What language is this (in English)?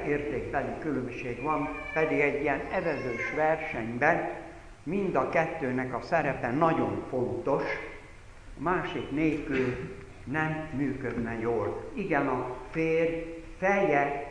Hungarian